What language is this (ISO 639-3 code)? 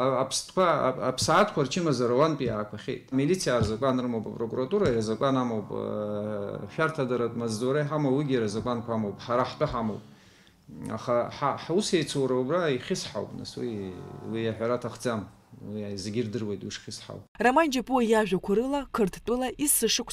abk